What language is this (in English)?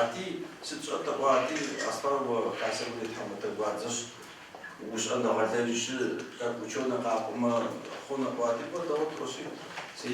Adyghe